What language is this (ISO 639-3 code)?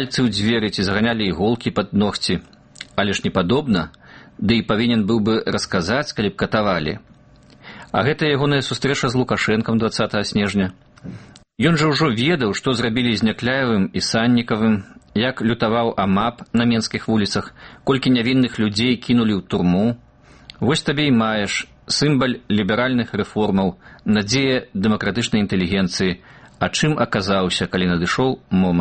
bel